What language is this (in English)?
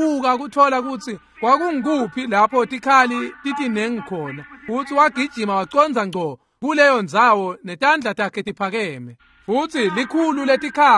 Swati